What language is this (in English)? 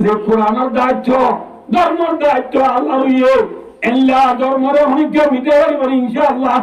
Rohingya